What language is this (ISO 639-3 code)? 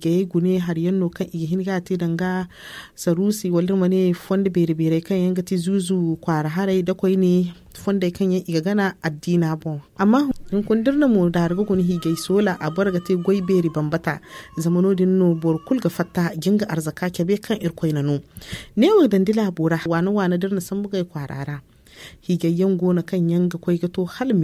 dje